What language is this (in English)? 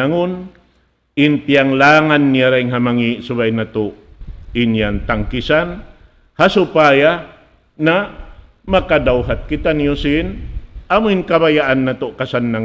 Tausug